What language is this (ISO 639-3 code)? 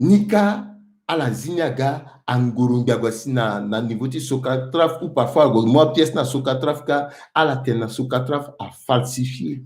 sag